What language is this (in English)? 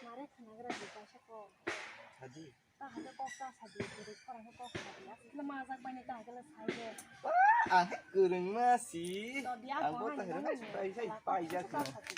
Kok Borok